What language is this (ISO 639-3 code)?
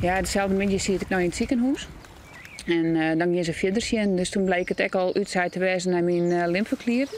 fry